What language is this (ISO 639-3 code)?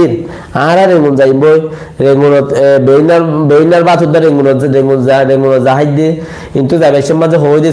rhg